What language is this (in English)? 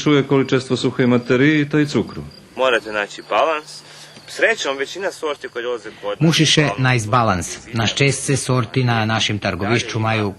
Rusyn